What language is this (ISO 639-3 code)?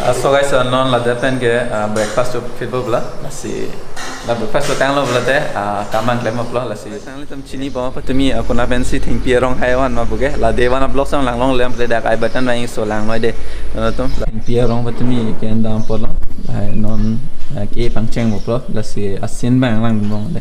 mjw